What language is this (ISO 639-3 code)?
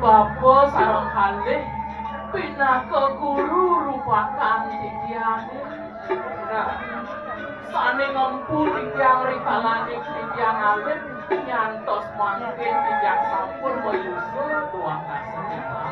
ban